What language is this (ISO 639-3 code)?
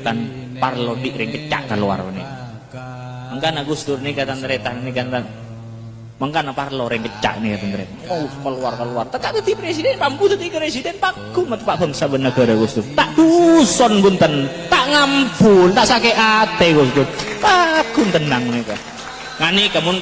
mad